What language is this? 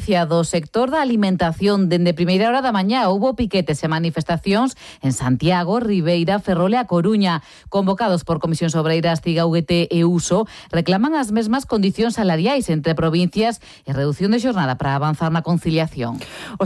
Galician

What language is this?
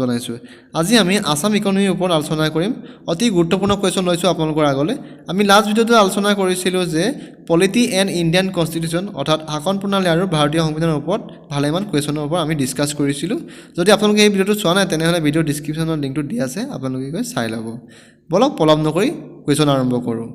Assamese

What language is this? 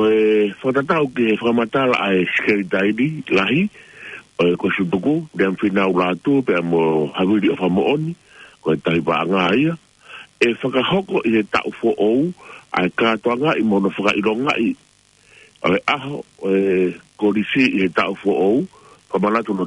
Tongan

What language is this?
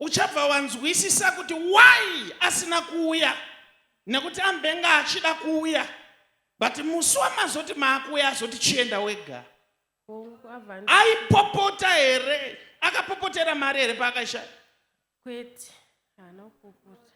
Shona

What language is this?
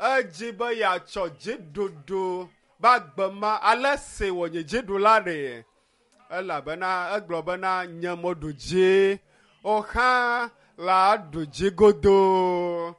Ewe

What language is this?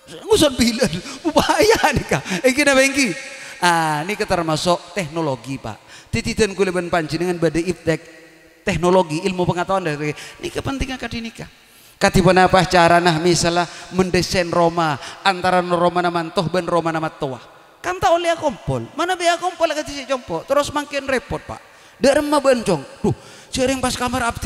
Madurese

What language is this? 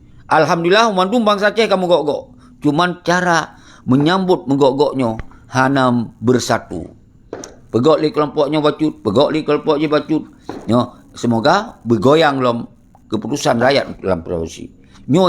Achinese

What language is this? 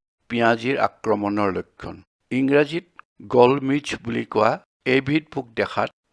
Assamese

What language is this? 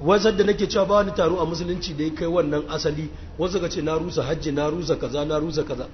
Hausa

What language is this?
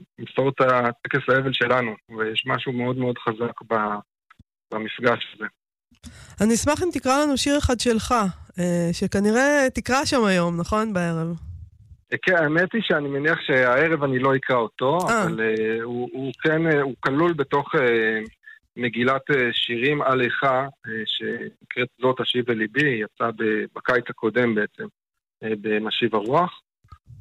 Hebrew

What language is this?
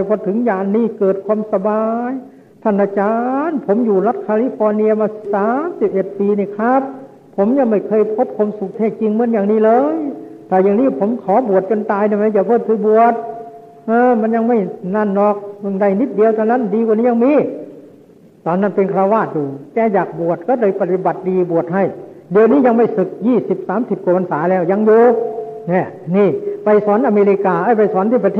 Thai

